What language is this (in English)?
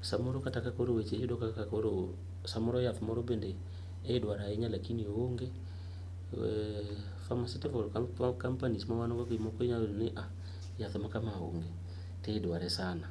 Luo (Kenya and Tanzania)